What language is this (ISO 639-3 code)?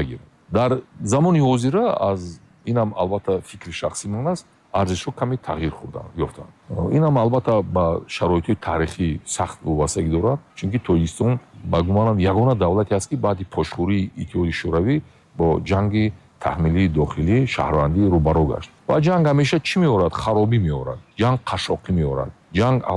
tgk